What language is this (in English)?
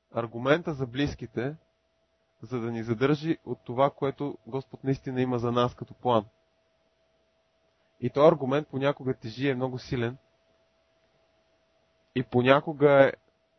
Bulgarian